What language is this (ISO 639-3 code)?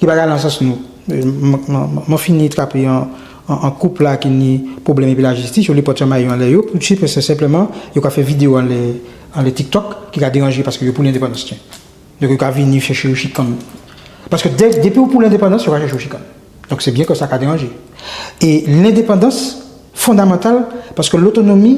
gcf